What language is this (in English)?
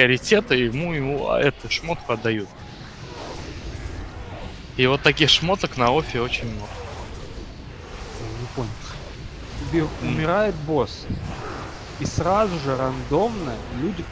Russian